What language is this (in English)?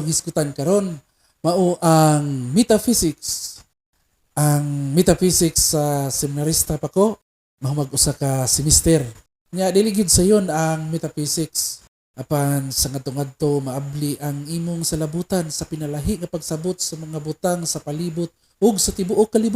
Cebuano